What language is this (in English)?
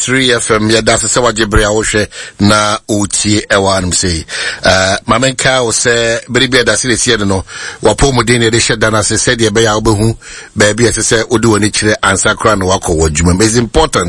Akan